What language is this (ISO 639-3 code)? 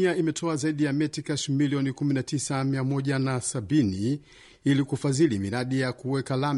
swa